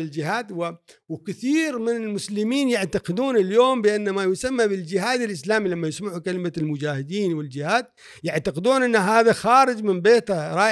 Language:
Gulf Arabic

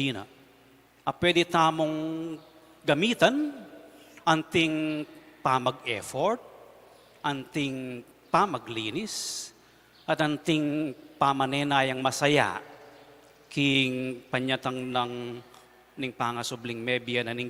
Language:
Pampanga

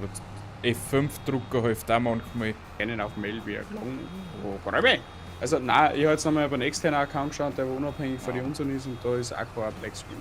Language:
Bavarian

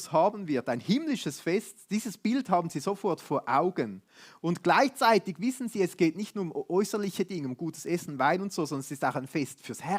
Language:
Swiss German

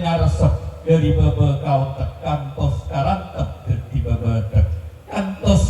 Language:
Madurese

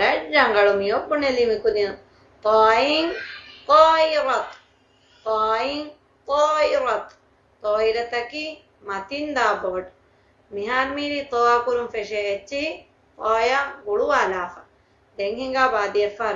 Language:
Divehi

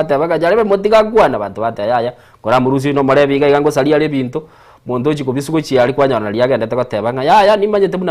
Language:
Gusii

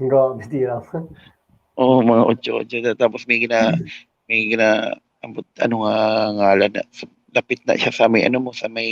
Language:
Hiligaynon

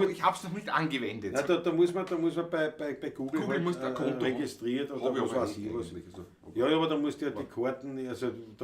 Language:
Bavarian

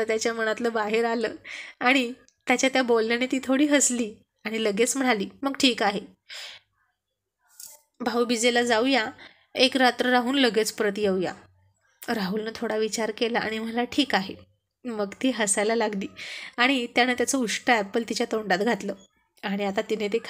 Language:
Marathi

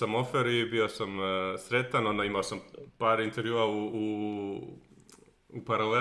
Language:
Croatian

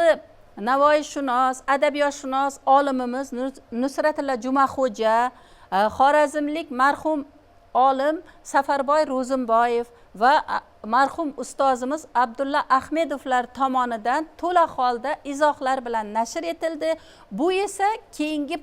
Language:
Uzbek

